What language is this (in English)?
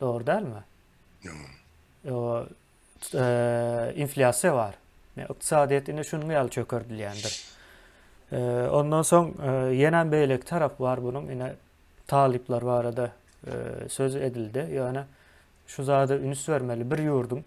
Turkmen